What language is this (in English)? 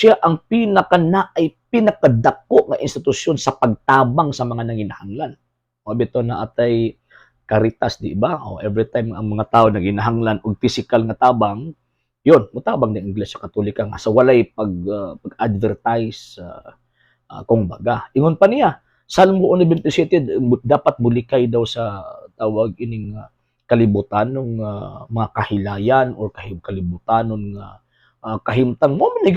Cebuano